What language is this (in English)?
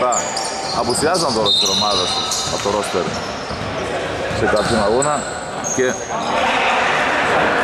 Greek